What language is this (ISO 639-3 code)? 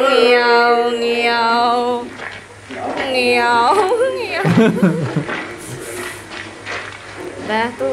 ind